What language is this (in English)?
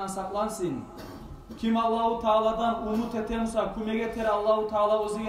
Kumyk